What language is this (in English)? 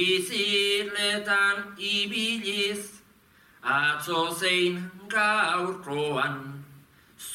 Basque